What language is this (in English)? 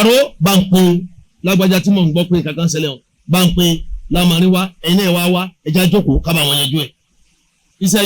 Yoruba